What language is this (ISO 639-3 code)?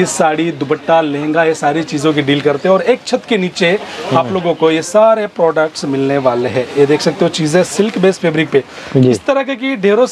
hin